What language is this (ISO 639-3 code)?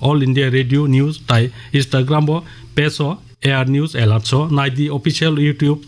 trp